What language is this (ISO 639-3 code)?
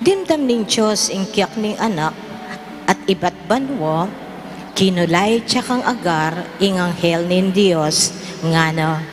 pam